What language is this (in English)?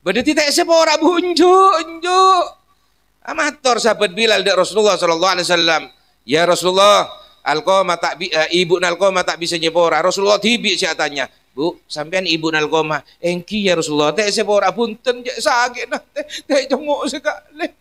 Madurese